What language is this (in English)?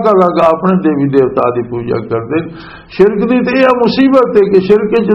Western Panjabi